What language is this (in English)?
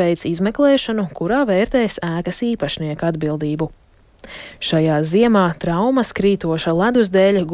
Latvian